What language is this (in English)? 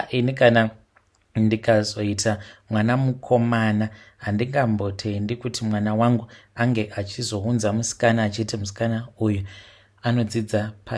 Shona